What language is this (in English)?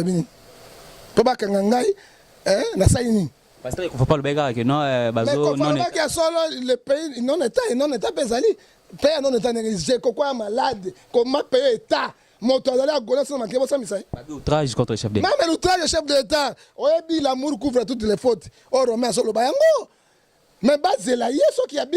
Lingala